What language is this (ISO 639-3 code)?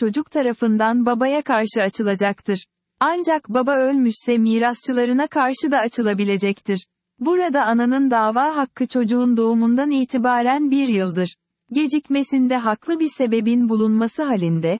tur